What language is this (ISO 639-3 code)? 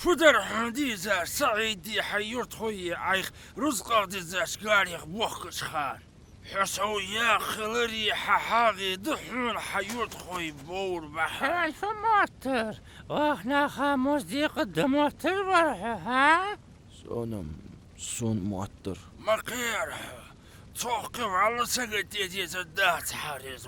inh